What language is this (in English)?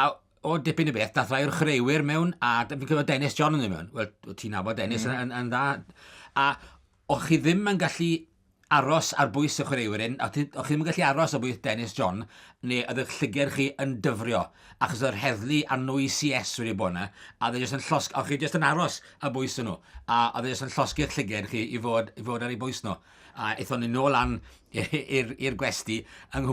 Welsh